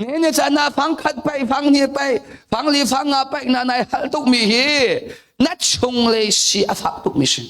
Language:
Hakha Chin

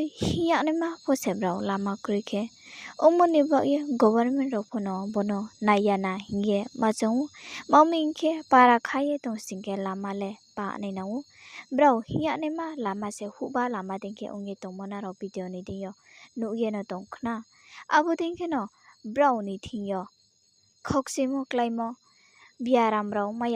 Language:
Riang (India)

